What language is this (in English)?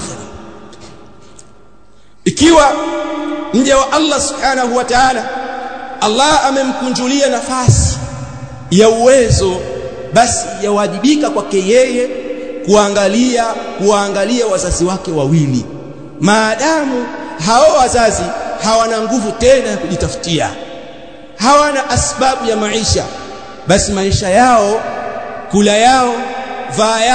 Swahili